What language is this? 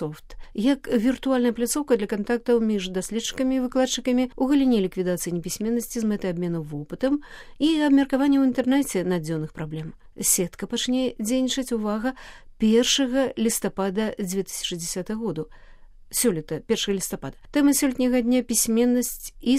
Belarusian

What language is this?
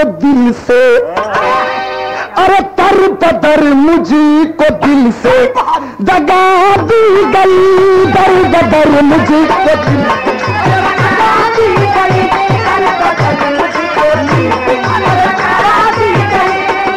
Bhojpuri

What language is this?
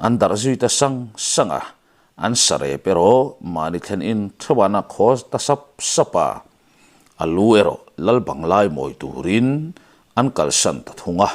Mizo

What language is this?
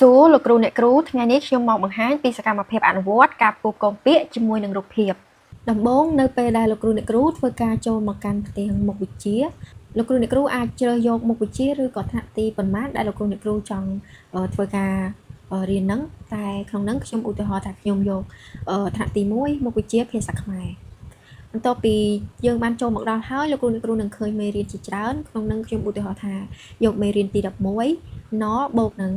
Khmer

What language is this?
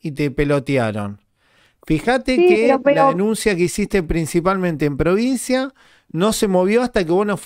Spanish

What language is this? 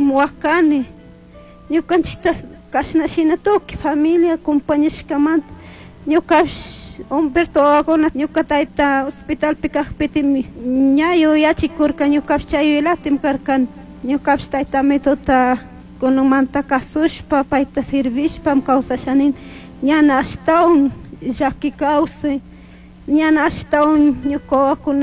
Chimborazo Highland Quichua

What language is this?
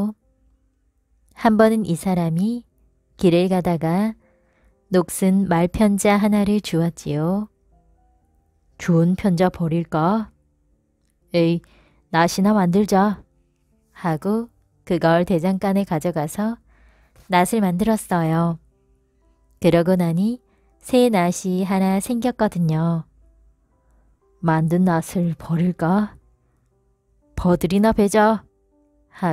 Korean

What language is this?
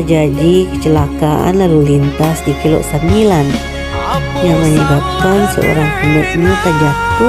Minangkabau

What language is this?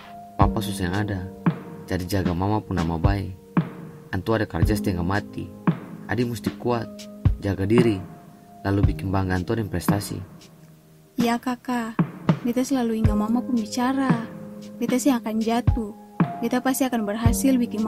Ambonese Malay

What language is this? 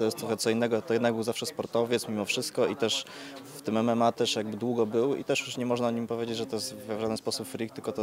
Polish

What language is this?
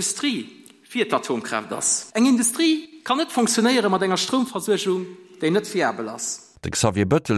Luxembourgish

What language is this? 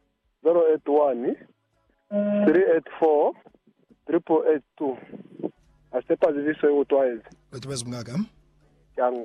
Lozi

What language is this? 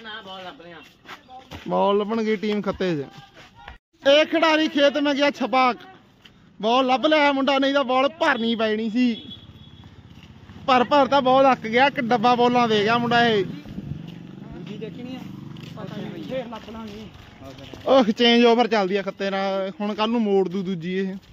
Punjabi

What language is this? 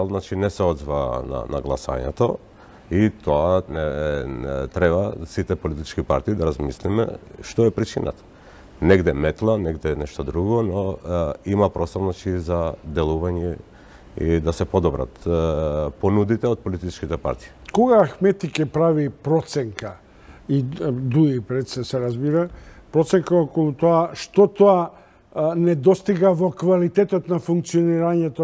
Macedonian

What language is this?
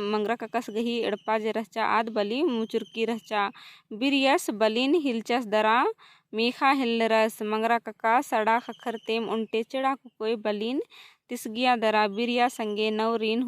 Kurukh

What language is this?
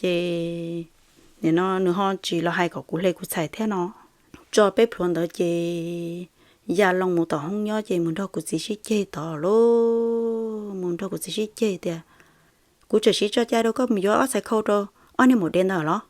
Hmong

